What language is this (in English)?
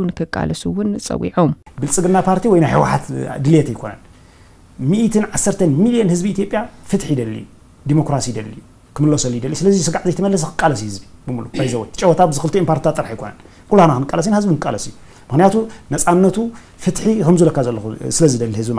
Tigrinya